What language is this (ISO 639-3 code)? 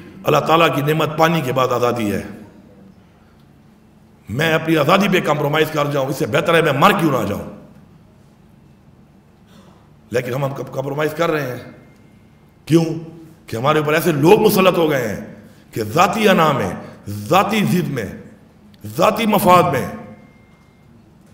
urd